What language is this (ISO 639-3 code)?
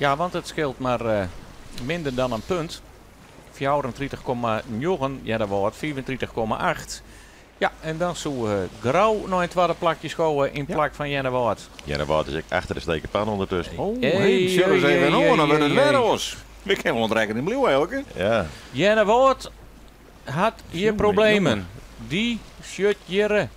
fry